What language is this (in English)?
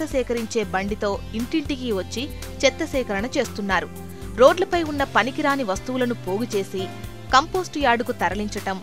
Telugu